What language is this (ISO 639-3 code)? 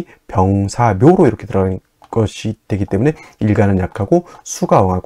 kor